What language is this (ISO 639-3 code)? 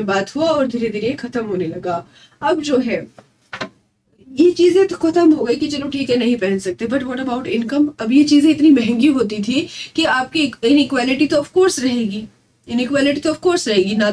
hin